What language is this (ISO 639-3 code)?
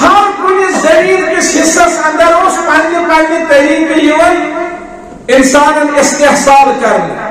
kas